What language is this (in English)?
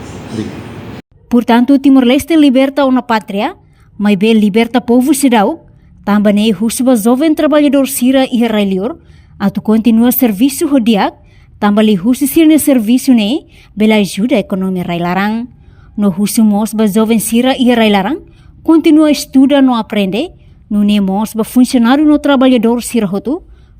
Tetum